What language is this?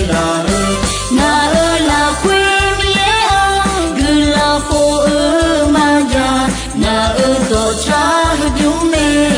Akha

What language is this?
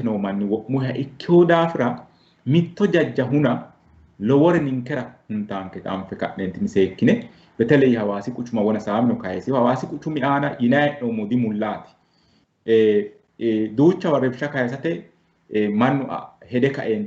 Sidamo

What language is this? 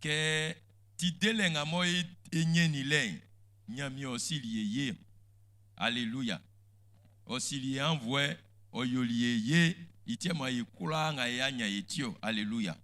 Baoulé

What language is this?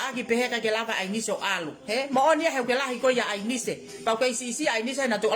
Tongan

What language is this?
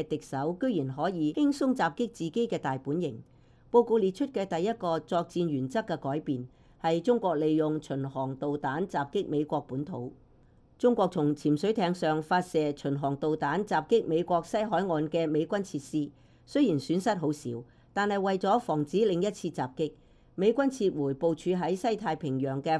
Cantonese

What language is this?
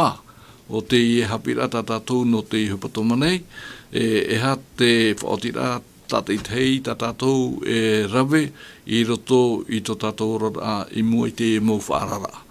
Tahitian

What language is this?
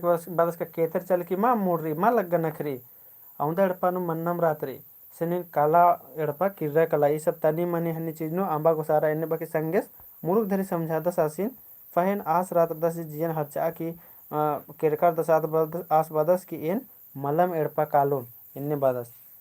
Kurukh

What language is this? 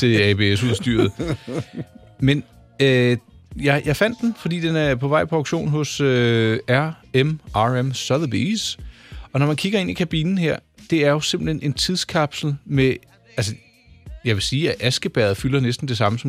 Danish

